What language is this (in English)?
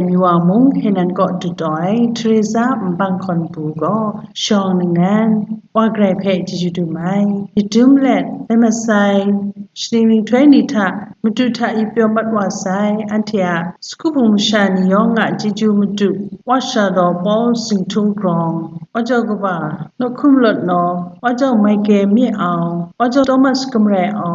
Kachin